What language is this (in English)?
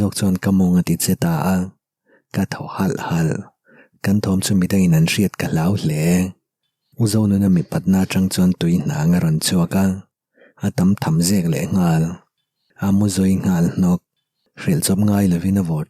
Mizo